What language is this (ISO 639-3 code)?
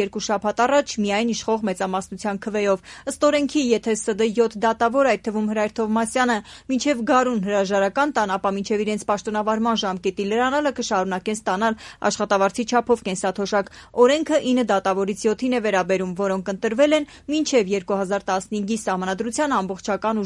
hye